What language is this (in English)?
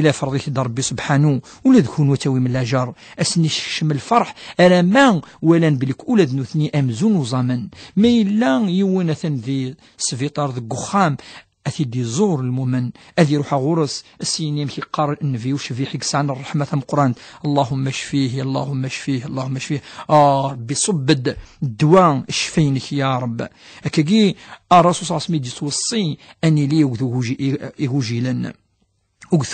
Kabyle